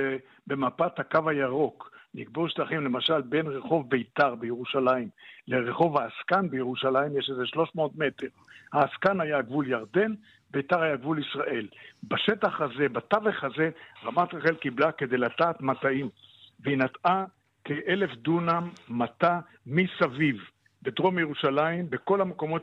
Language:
Hebrew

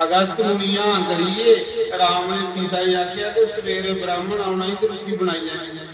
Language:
Dogri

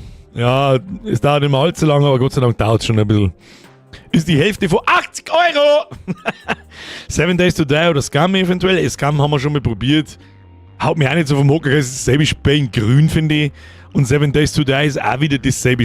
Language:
Bavarian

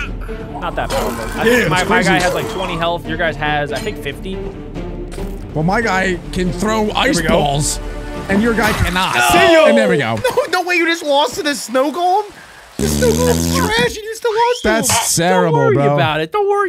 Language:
English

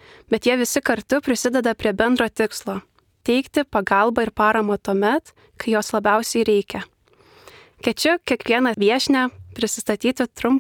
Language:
Lithuanian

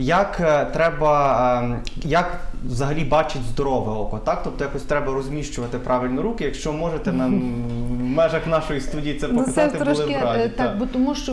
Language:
Ukrainian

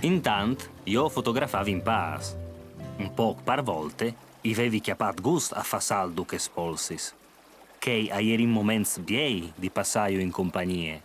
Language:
Friulian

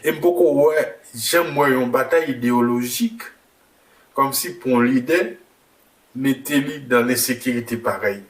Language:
Haitian Creole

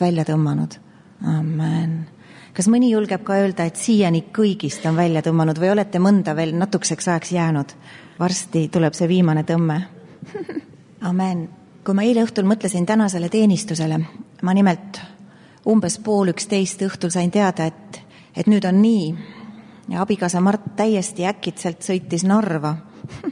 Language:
Estonian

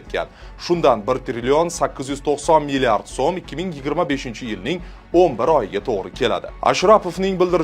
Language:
Uzbek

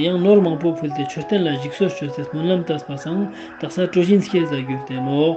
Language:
Ladakhi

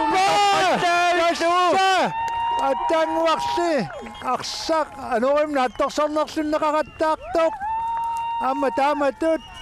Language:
Kalaallisut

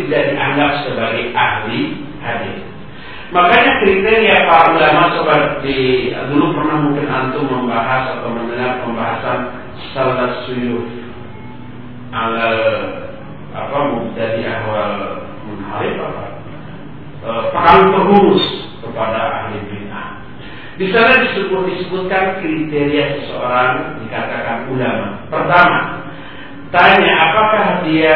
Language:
Indonesian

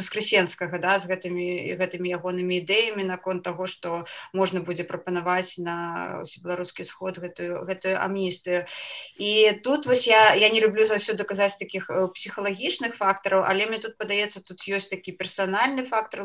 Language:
Belarusian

